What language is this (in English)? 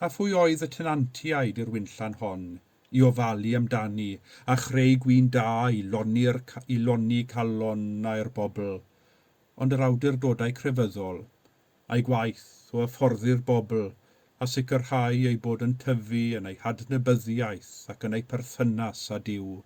Welsh